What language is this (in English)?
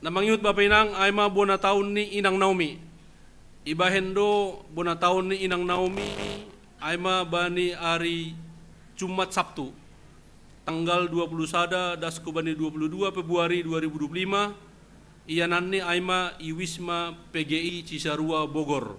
Batak Simalungun